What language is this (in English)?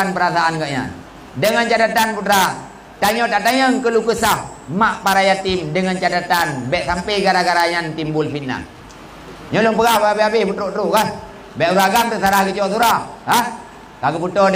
Achinese